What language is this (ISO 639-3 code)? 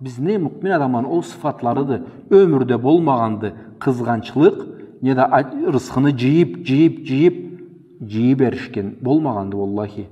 krc